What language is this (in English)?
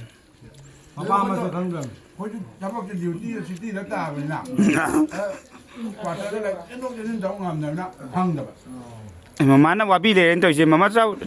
Manipuri